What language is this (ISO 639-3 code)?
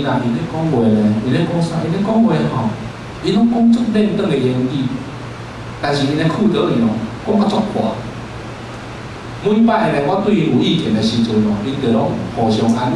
nan